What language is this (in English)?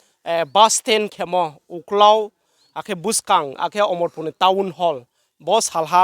Riang (India)